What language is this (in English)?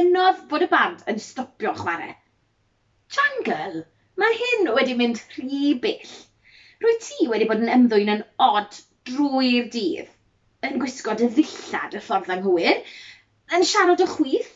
Welsh